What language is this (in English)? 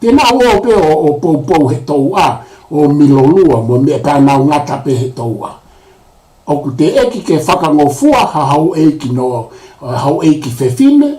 Tongan